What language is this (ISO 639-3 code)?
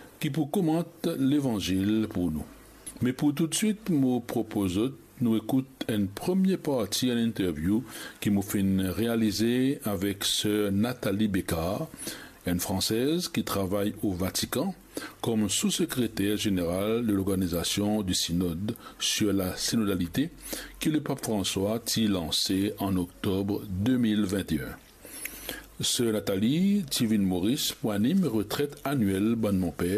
mfe